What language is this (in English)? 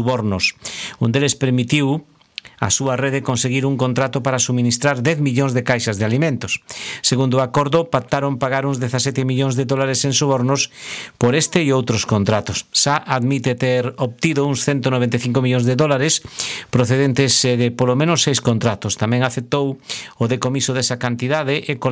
Galician